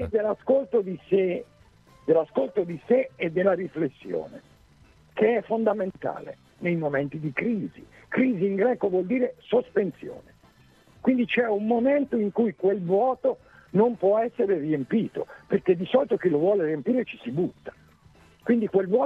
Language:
Italian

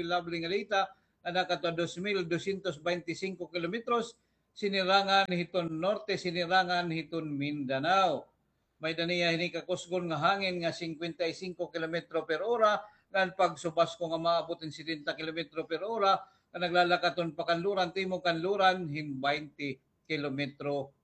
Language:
Waray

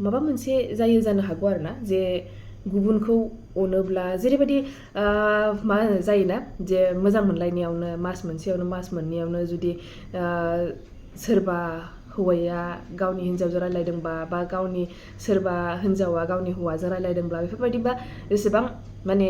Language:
Bodo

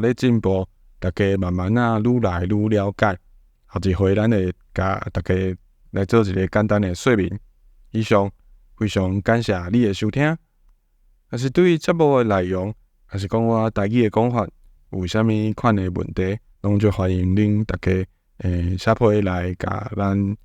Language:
Min Nan Chinese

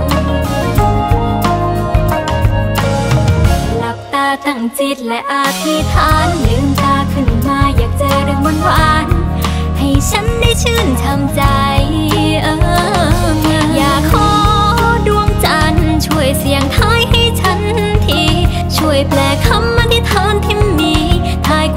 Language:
Thai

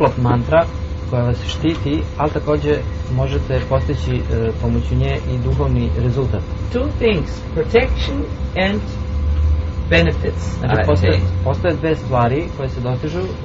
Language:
Serbian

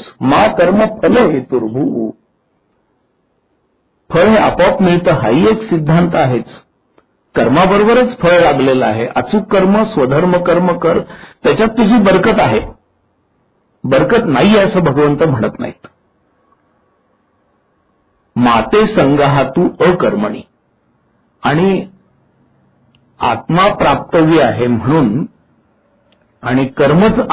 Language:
Marathi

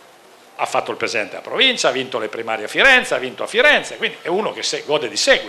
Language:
Italian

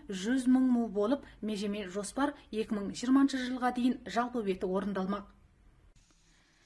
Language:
Kazakh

